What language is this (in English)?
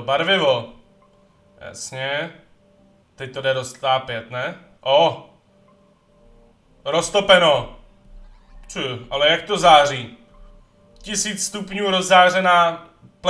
Czech